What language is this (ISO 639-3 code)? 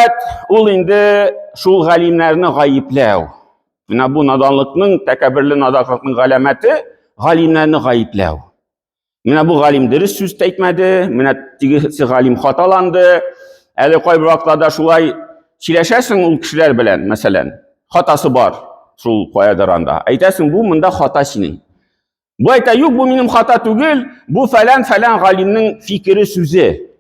tat